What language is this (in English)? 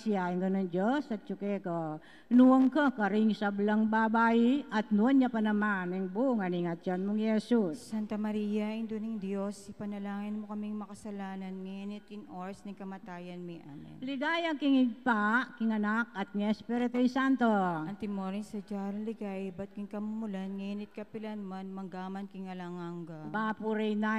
Pampanga